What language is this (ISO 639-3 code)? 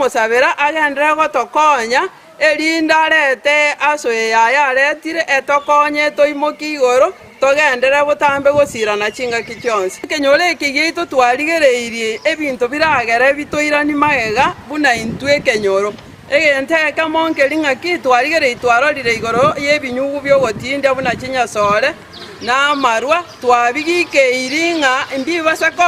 guz